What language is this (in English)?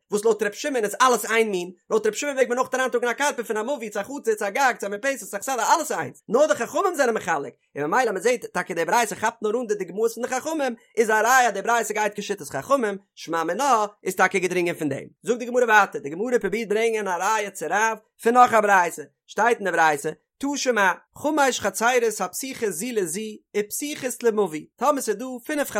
Yiddish